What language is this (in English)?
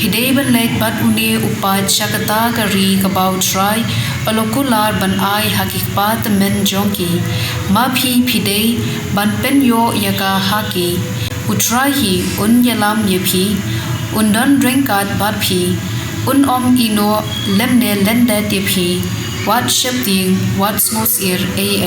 Khasi